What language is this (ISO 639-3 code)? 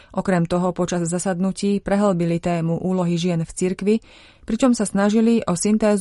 slk